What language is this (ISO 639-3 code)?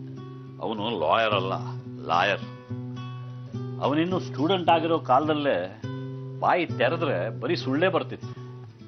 kan